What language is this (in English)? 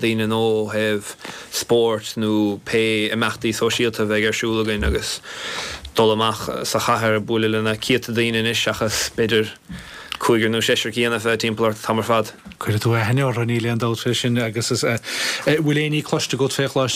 Irish